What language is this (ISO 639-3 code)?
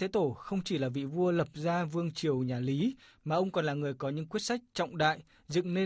vie